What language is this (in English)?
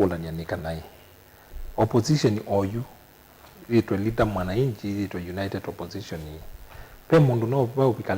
Kamba